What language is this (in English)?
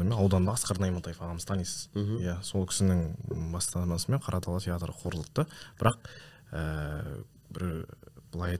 Kazakh